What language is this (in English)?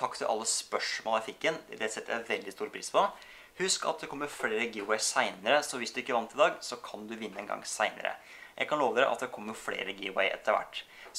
Norwegian